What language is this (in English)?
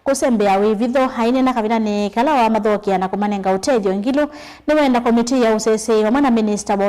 Kamba